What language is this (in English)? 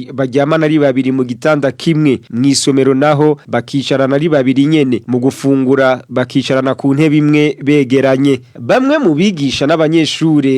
Rundi